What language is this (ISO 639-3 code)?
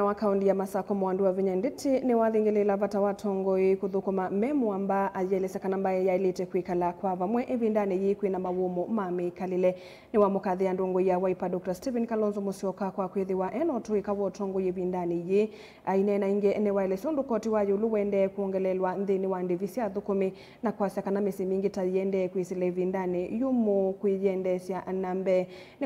kam